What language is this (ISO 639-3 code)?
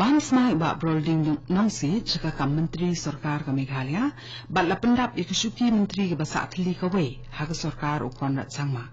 kha